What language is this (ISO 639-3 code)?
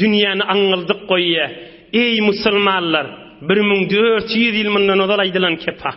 tuk